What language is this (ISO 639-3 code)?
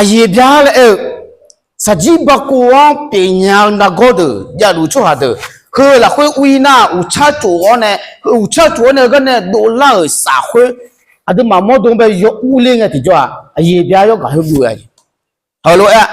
ahk